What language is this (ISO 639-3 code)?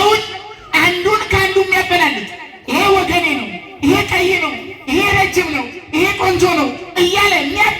amh